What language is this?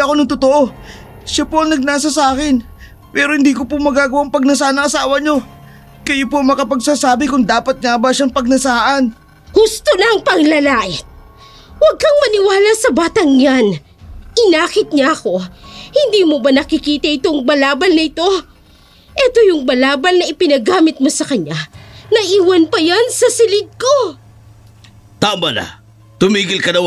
Filipino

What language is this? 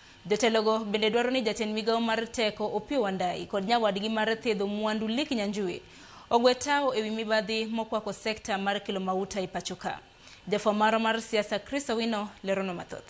Luo (Kenya and Tanzania)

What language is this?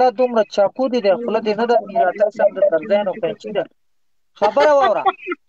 Pashto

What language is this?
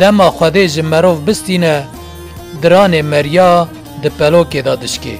Kurdish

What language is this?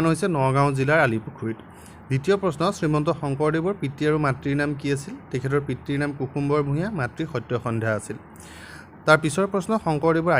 Assamese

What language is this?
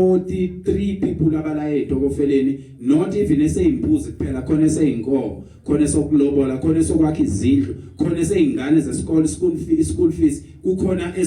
Zulu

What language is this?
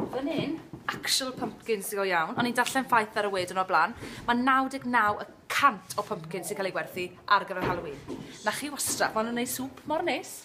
Welsh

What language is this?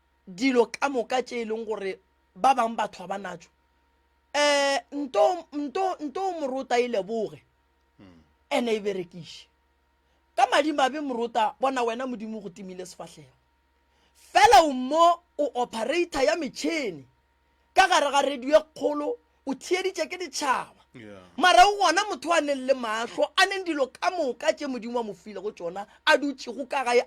Northern Sotho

